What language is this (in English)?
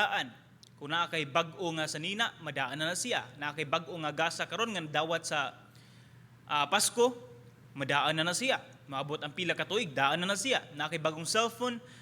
Cebuano